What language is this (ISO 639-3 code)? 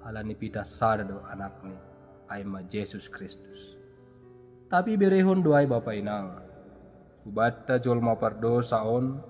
bts